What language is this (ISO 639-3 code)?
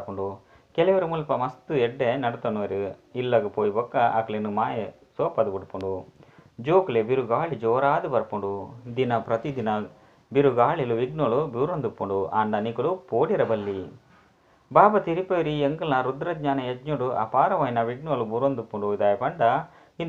tcy